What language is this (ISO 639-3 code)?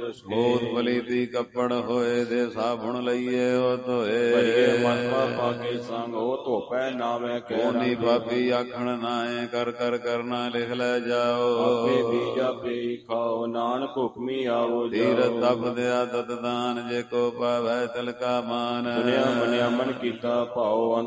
pan